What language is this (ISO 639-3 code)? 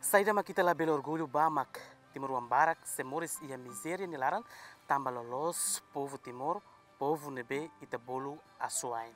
tet